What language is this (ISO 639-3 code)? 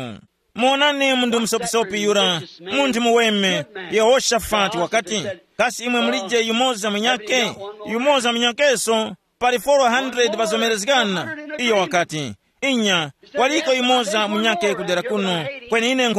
tum